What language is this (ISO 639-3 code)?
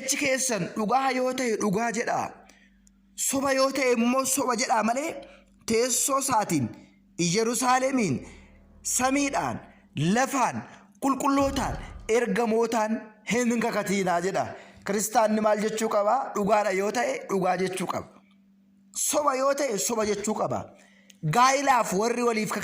orm